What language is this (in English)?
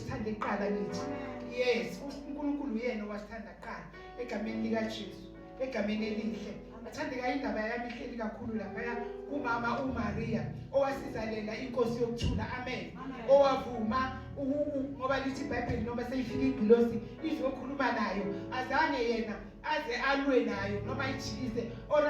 Zulu